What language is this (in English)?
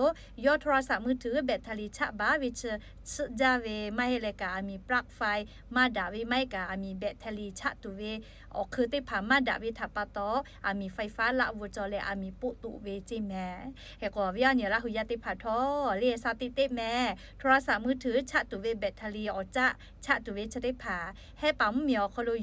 Lahu